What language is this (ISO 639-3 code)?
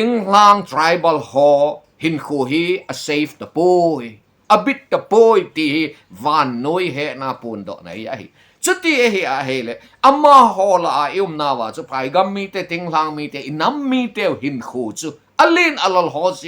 tcz